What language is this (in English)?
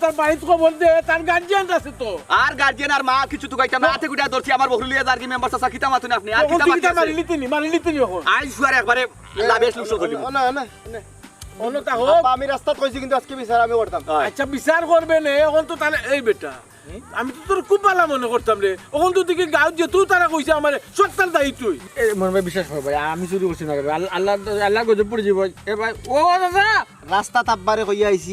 Sylheti